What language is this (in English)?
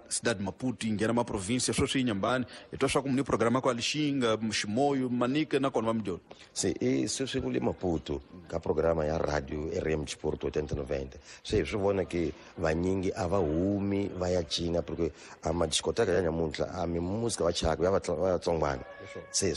Tsonga